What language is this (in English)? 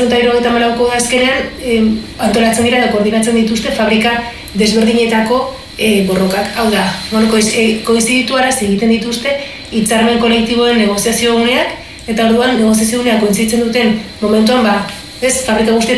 Basque